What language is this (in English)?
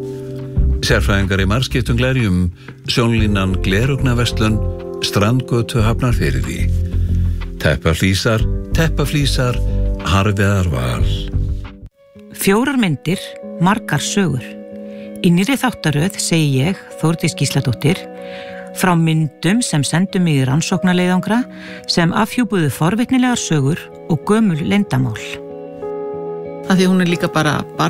Icelandic